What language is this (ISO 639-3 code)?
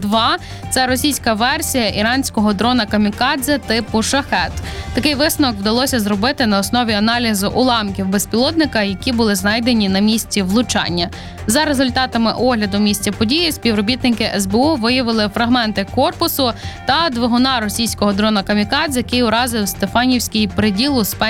ukr